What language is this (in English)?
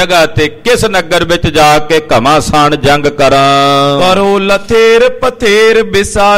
Punjabi